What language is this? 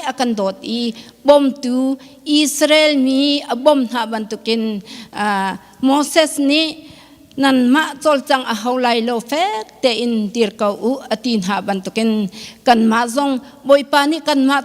Hakha Chin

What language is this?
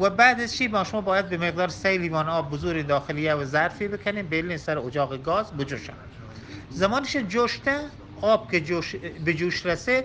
Eastern Balochi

